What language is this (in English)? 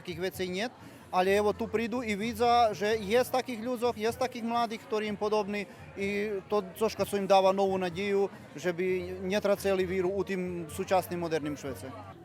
Rusyn